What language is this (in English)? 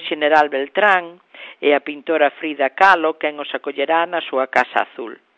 Galician